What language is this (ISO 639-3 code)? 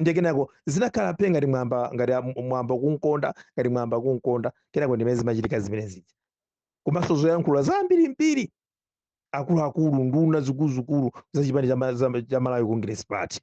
nya